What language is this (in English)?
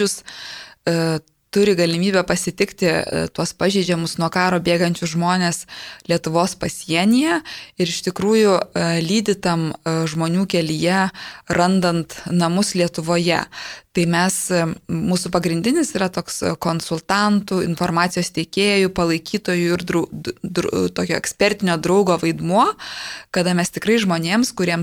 Lithuanian